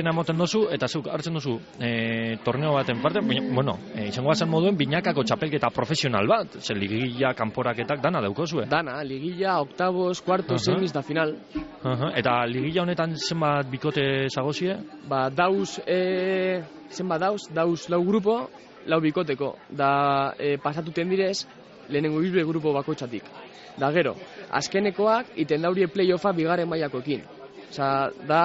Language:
Basque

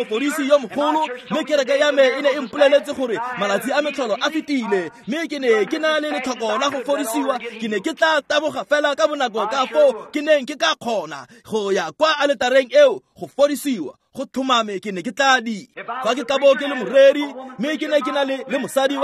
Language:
Tswana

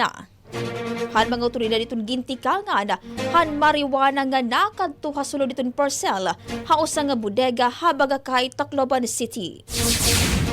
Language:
Waray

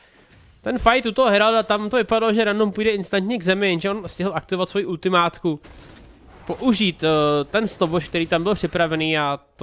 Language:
Czech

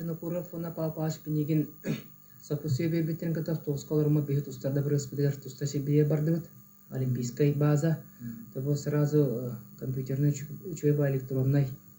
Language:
Yakut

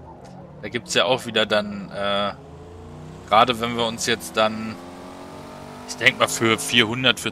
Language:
German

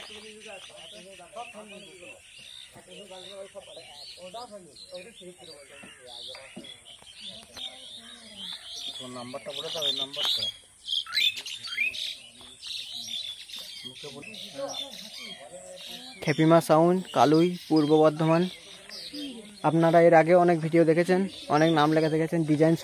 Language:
Bangla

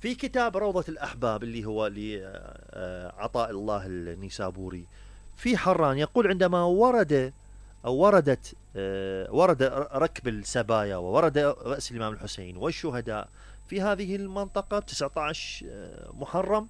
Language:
Mesopotamian Arabic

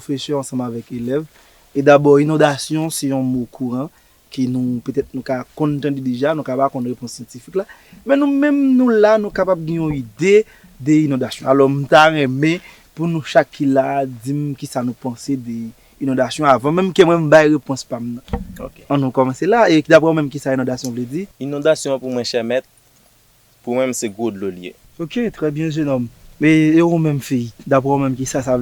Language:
Haitian Creole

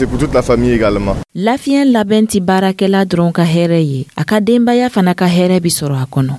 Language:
Dyula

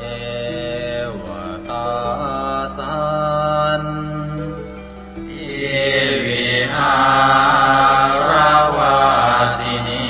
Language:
Pali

